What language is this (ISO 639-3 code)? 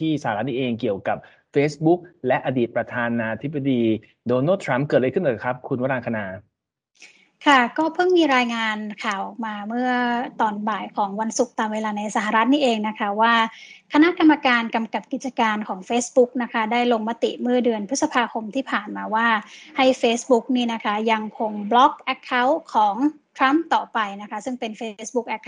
tha